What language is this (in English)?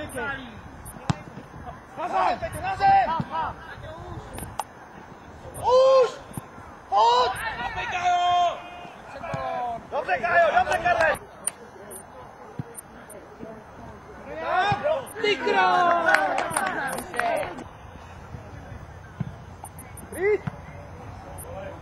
Czech